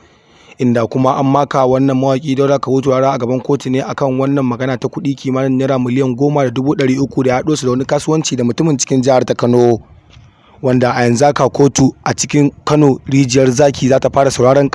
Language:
Hausa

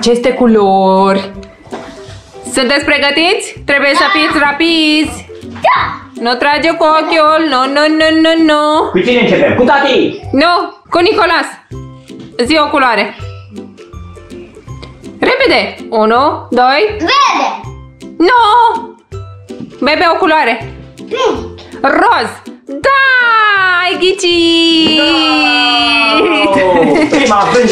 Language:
Romanian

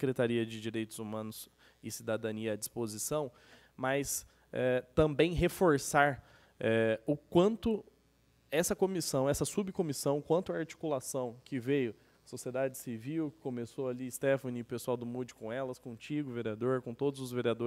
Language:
Portuguese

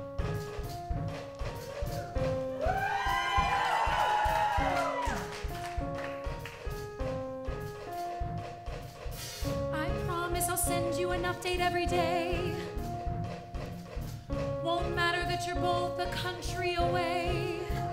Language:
English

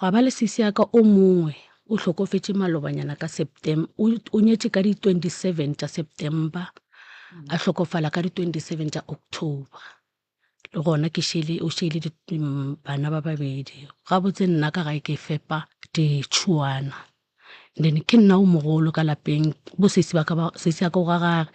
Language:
Northern Sotho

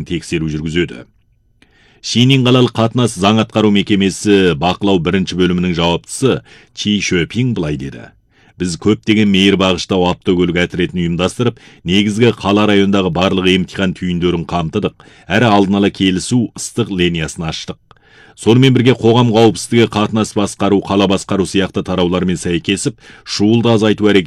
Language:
Kazakh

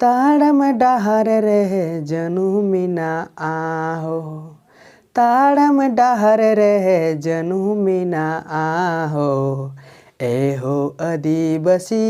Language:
Santali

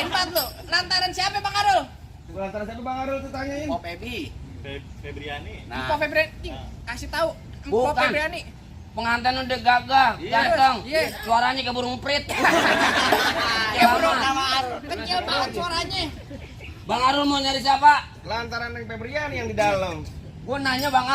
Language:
Betawi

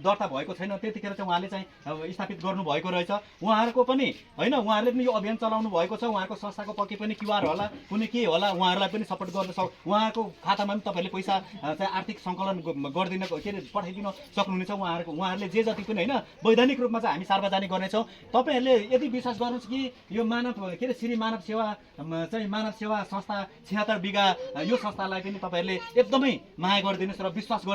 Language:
Nepali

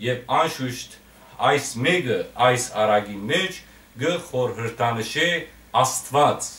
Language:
Western Armenian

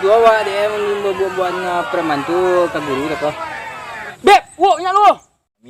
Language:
Minangkabau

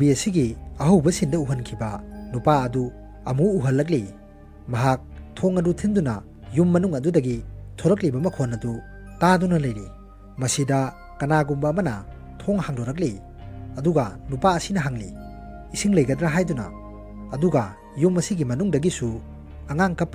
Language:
Manipuri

